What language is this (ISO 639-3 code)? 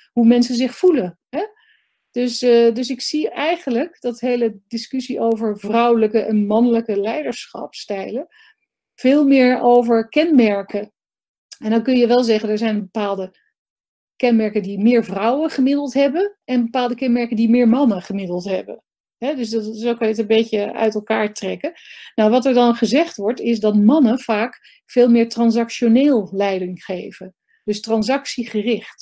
nld